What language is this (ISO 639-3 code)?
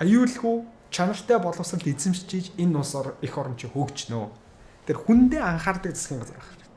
mon